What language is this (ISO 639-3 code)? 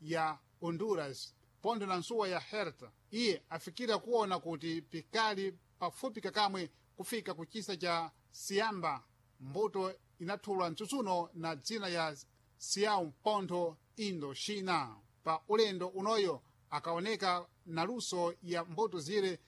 seh